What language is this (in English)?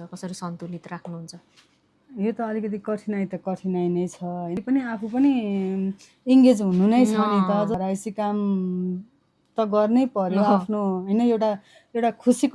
Nepali